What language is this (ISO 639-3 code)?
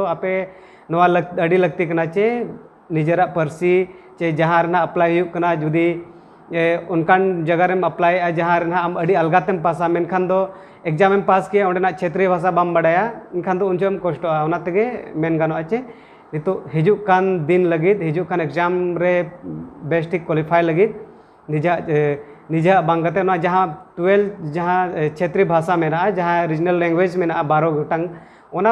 sat